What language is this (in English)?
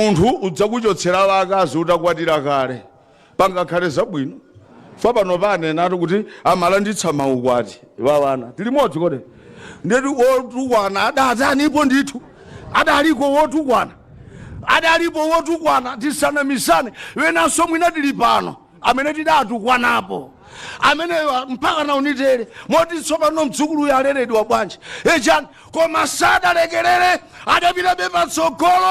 Nyanja